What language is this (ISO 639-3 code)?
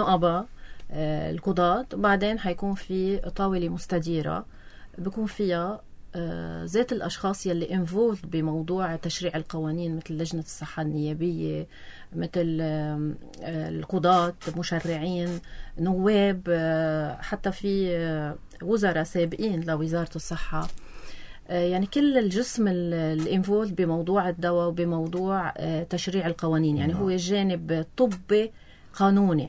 apc